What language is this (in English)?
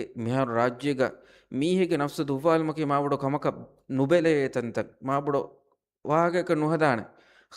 Divehi